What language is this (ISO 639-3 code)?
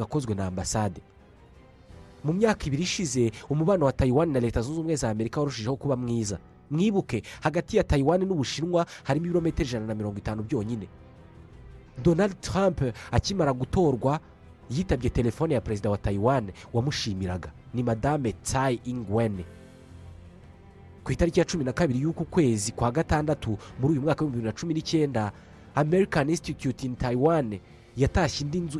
kin